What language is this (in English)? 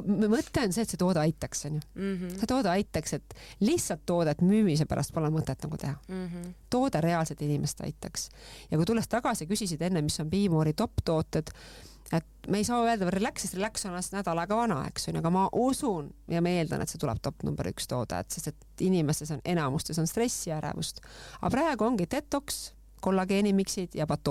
Estonian